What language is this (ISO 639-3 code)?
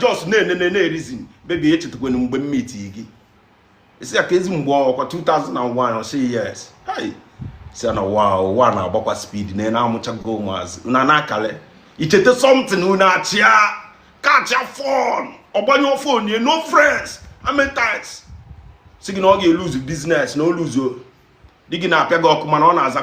ibo